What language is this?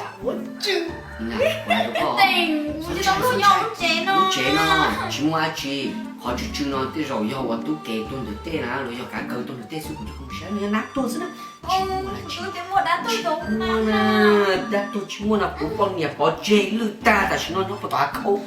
Hmong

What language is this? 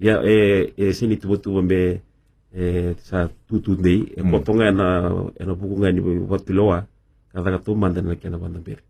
Fijian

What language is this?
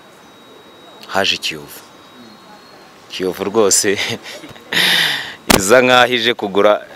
Kinyarwanda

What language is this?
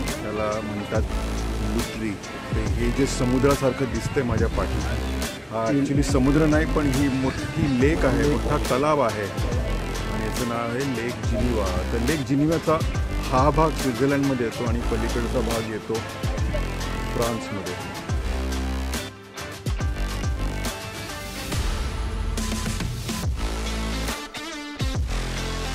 Marathi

